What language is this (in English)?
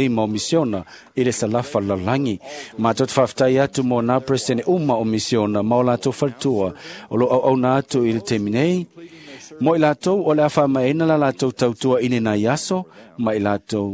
Samoan